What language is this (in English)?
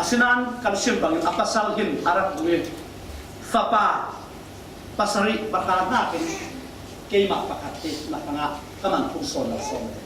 Falam Chin